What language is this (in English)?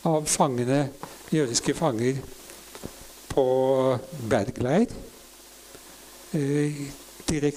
Norwegian